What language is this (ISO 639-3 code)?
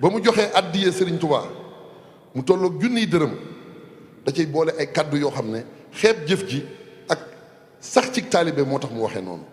wol